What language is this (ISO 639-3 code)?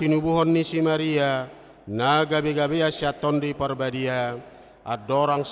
bbc